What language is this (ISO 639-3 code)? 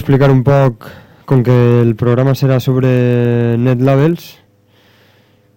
cat